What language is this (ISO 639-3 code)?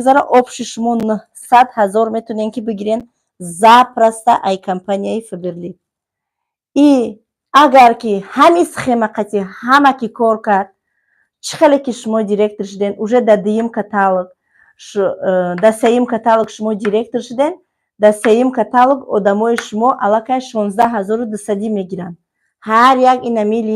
tgk